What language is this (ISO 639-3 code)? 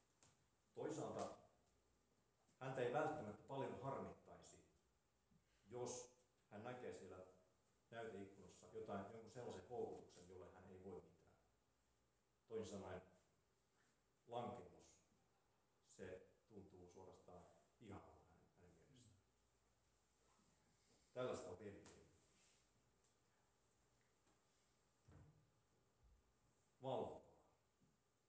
fin